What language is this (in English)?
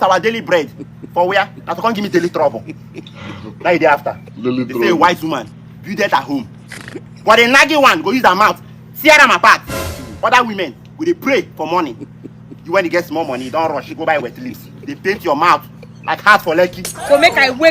Nigerian Pidgin